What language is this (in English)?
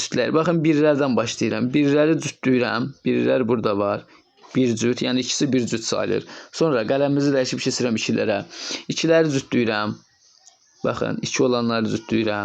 Azerbaijani